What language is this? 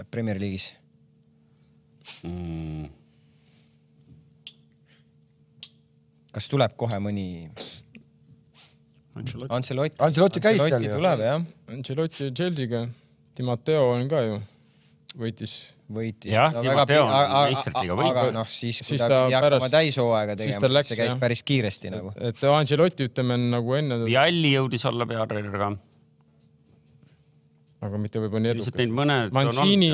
Estonian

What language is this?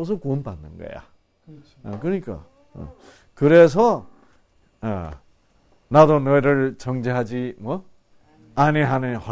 Korean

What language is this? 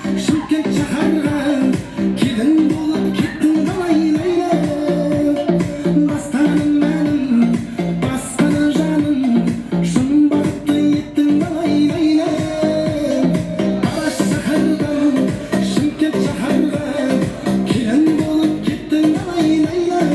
Kara-Kalpak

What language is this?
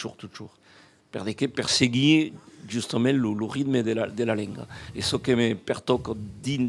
Occitan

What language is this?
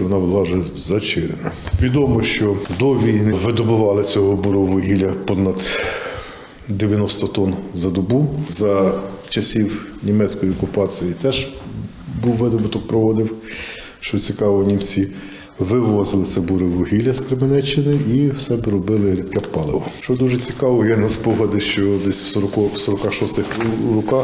Ukrainian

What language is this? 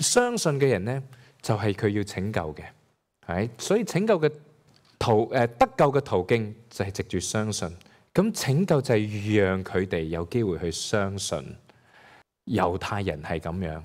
Cantonese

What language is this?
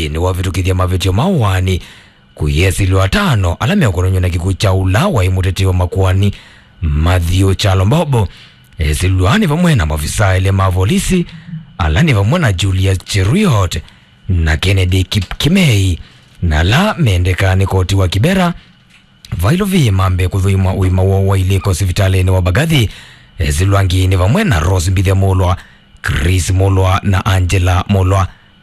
Kamba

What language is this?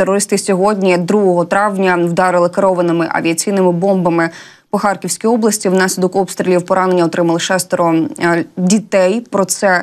Ukrainian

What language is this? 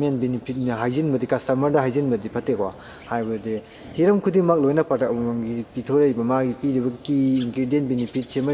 Manipuri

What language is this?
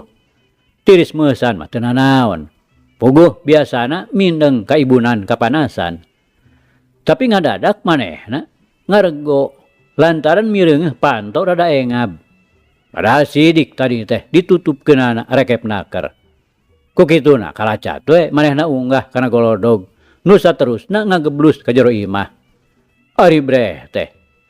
Sundanese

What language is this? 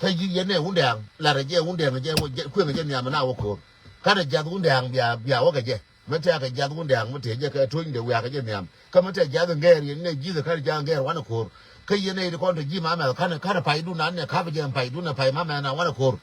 Nuer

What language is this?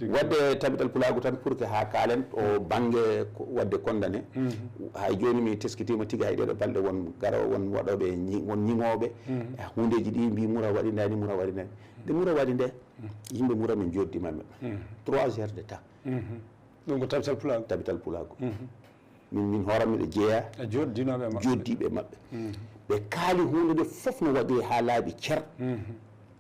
Fula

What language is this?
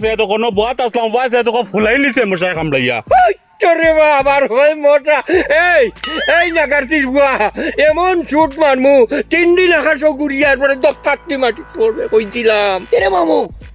Sylheti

